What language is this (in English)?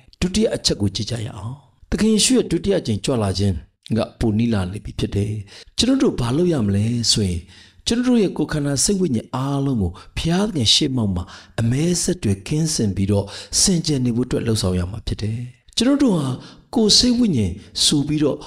Burmese